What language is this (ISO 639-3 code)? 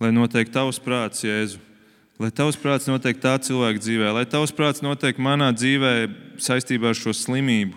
lav